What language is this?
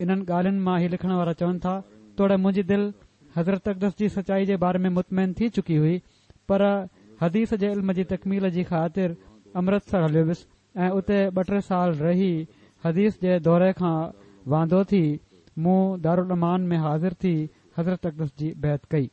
Sindhi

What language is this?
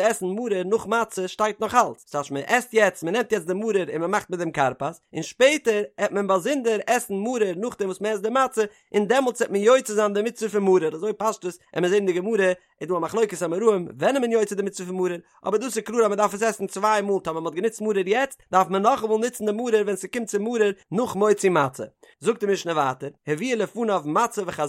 Yiddish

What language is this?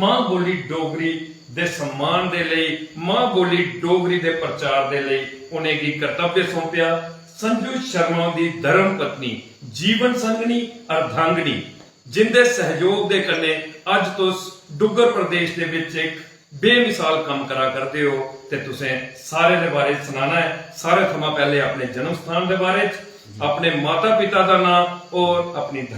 Dogri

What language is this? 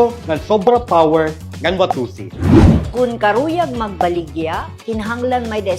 Waray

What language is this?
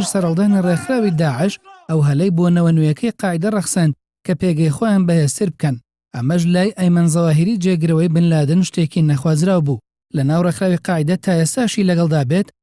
Central Kurdish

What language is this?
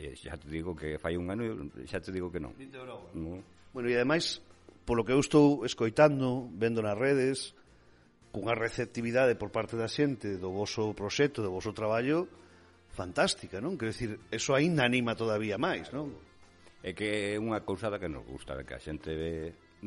Galician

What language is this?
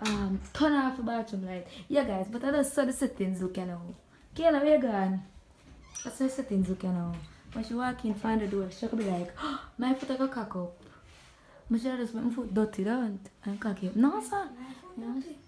Jamaican Creole English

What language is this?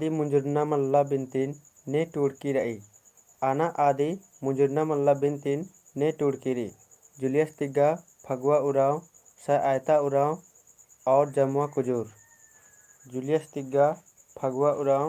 Kurukh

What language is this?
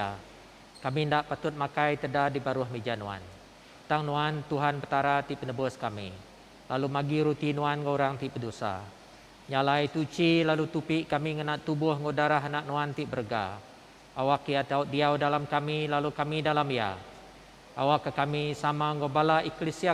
Iban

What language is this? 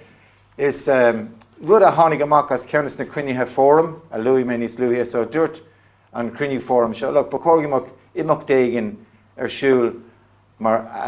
Irish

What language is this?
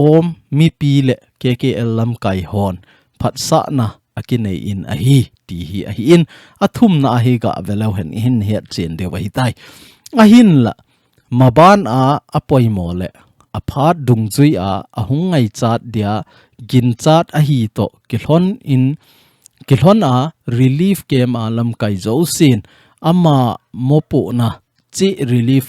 Thado Chin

